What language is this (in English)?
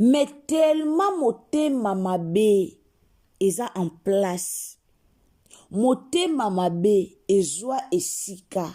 Lingala